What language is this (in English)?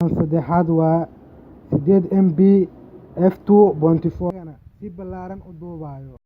Somali